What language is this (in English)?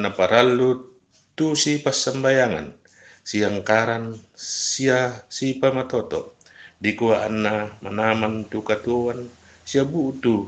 Toraja-Sa'dan